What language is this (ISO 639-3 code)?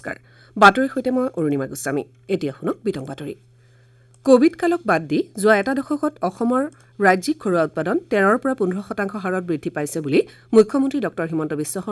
asm